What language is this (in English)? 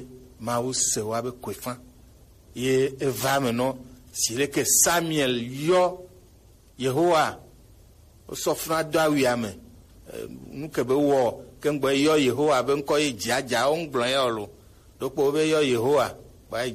Gen